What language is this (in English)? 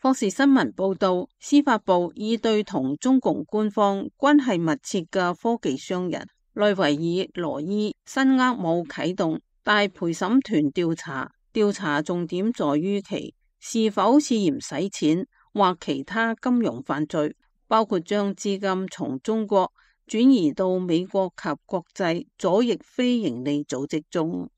Cantonese